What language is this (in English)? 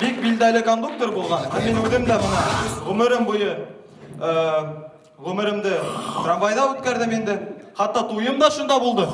Bashkir